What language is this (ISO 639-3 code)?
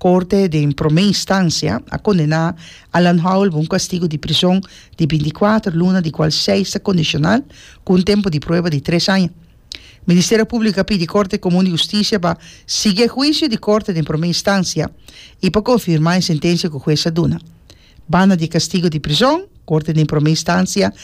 pap